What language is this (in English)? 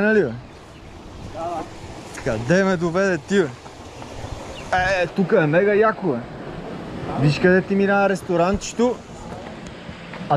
Bulgarian